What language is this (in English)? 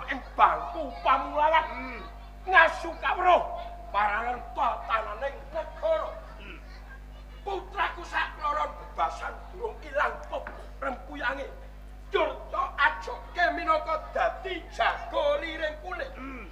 Javanese